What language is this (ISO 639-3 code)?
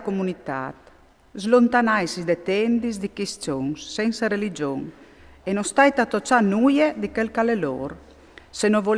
fur